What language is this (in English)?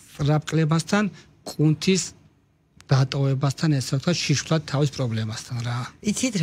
Georgian